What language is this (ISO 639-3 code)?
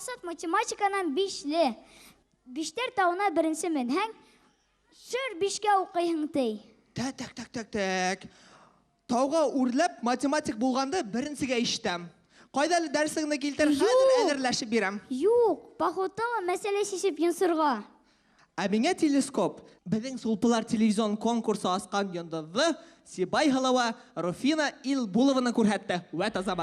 bak